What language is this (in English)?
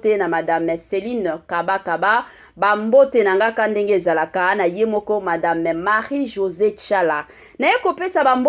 Lingala